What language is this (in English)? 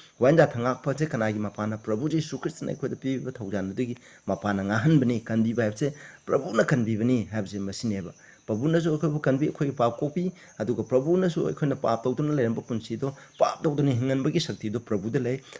Manipuri